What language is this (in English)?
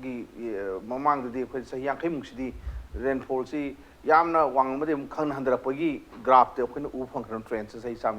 Manipuri